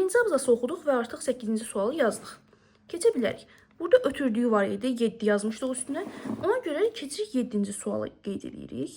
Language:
Azerbaijani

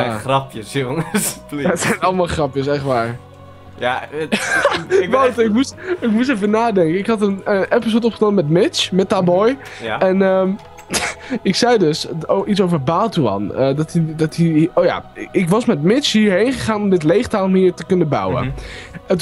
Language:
Dutch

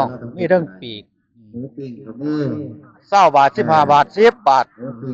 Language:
Northeastern Thai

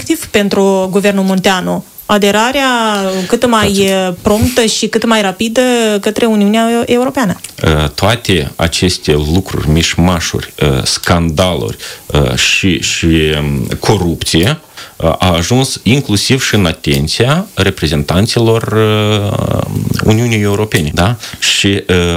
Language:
Romanian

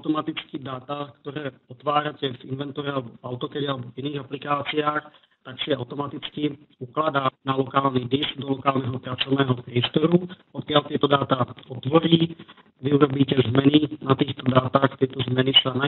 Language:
Slovak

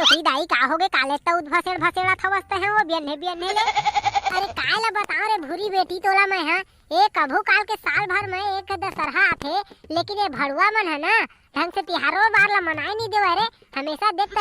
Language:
Chhattisgarhi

